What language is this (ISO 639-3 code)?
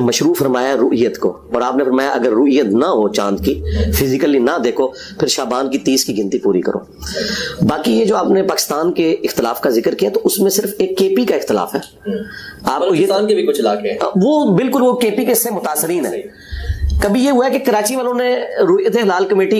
urd